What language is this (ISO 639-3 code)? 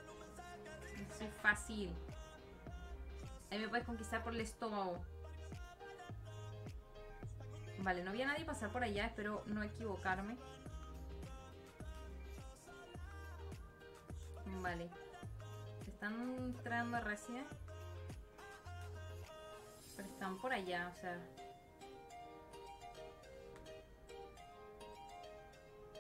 spa